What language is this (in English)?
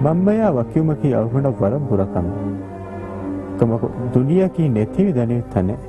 Divehi